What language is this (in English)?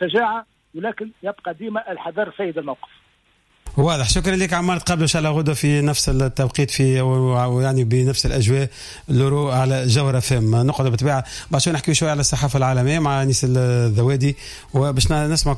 Tunisian Arabic